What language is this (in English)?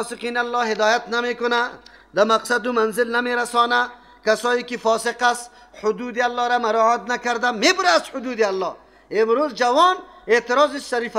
Persian